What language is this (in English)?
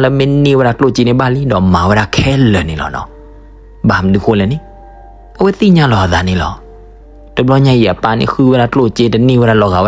S'gaw Karen